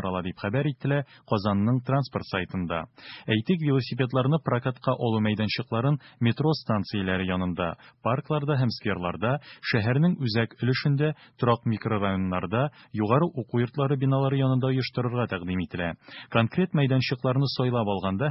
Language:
Tatar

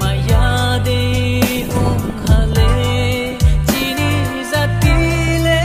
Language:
Riang (India)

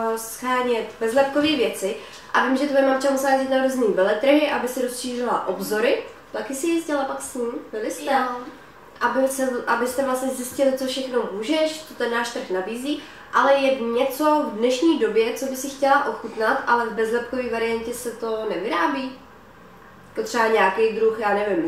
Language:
Czech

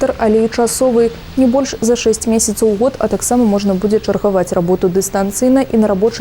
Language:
Belarusian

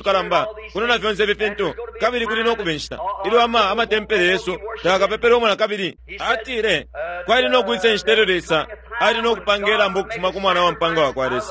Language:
Bemba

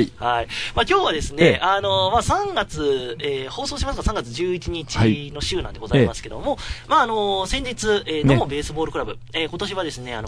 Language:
Japanese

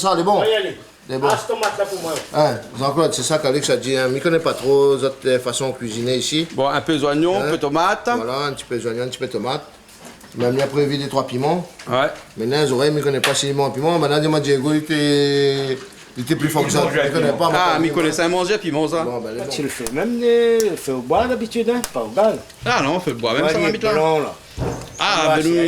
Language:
Réunion Creole French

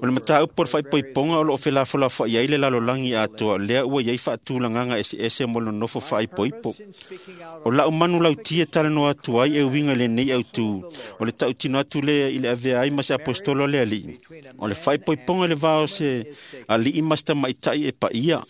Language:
Samoan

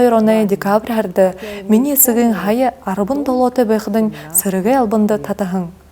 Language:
Buriat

